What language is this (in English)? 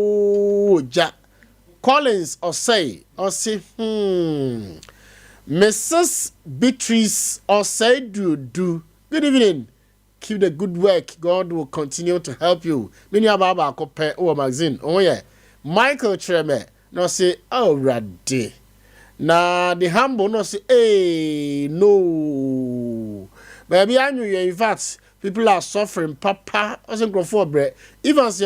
Akan